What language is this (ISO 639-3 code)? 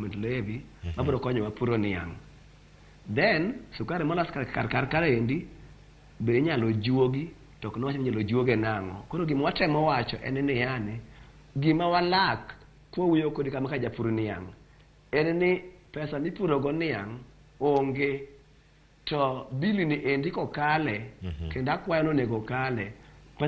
luo